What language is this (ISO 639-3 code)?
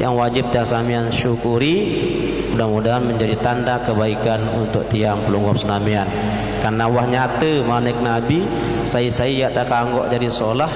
sas